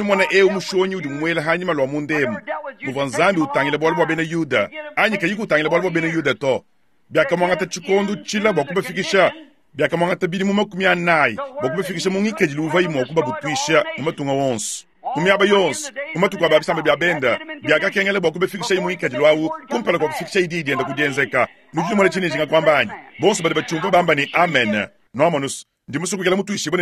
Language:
Luba-Lulua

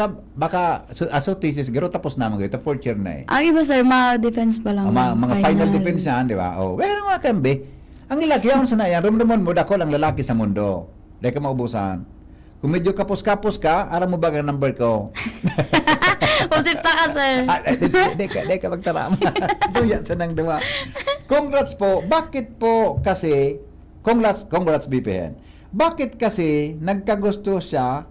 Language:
Bikol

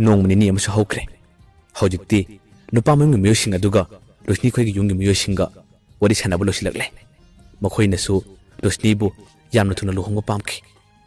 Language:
Manipuri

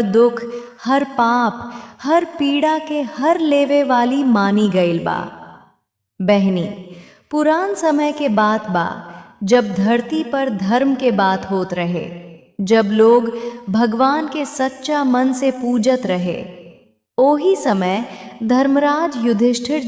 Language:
Bhojpuri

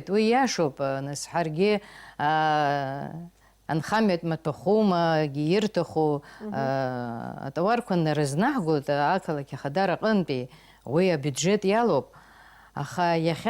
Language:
Abkhazian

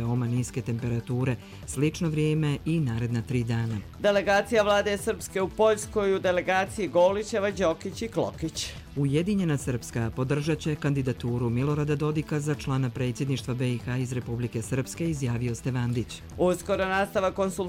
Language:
Bosnian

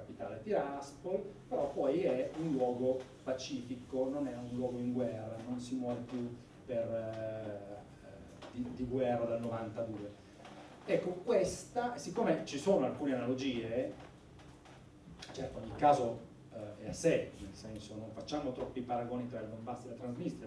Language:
Italian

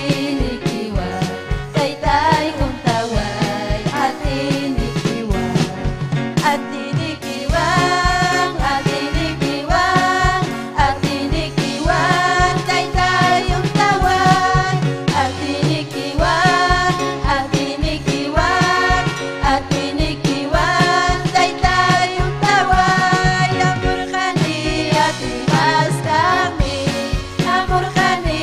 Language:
Ayacucho Quechua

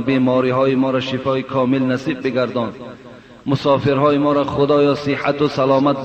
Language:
Persian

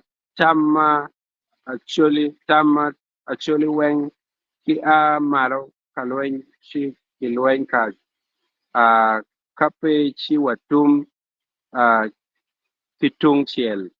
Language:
Acoli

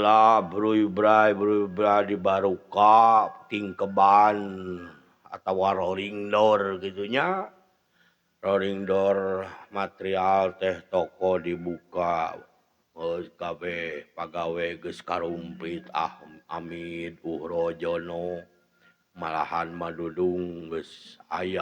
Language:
Sundanese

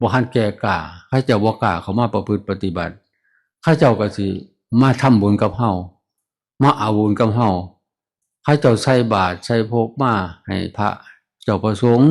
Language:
Northeastern Thai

